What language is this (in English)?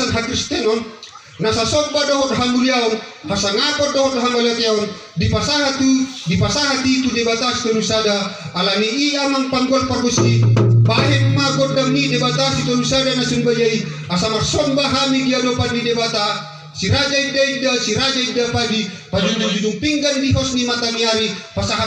Batak Toba